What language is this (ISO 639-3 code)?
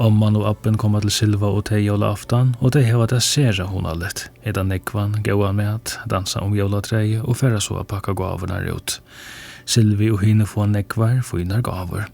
fao